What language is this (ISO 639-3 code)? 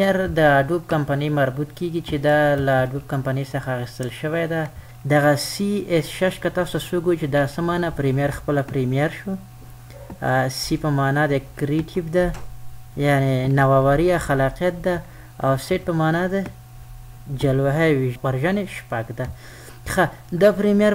pus